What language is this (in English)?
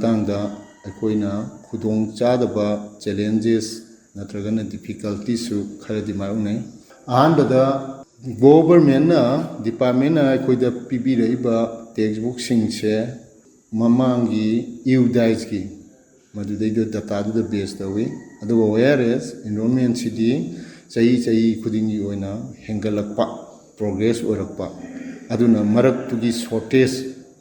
Manipuri